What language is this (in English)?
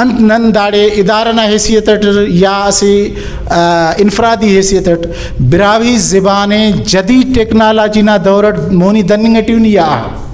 Brahui